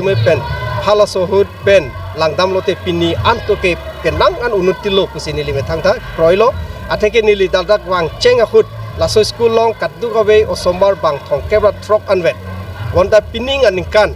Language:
Karbi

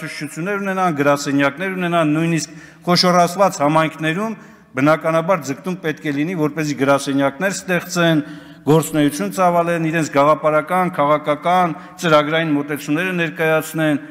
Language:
Armenian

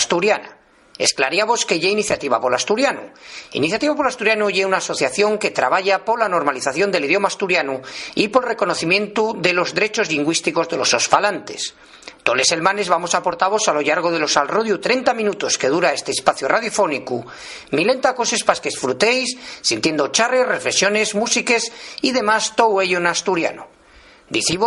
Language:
Asturian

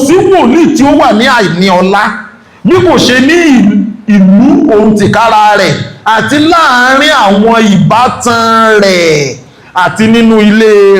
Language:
Yoruba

